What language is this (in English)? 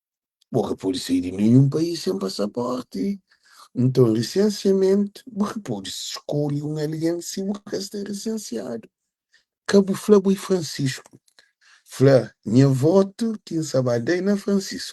Kabuverdianu